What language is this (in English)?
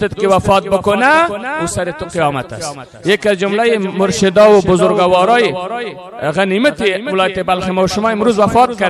Persian